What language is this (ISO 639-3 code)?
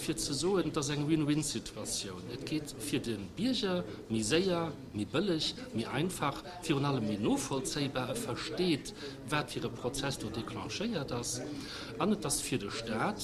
ltz